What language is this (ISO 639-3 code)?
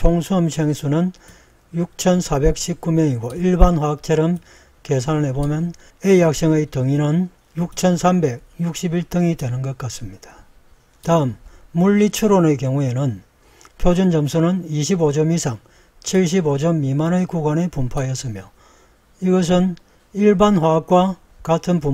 kor